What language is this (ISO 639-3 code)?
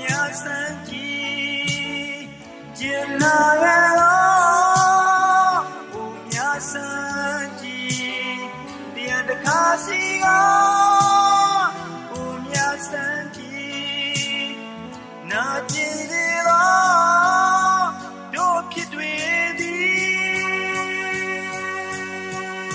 mya